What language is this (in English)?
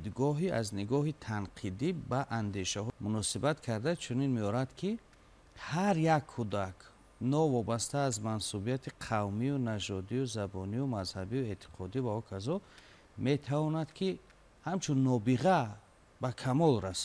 Tajik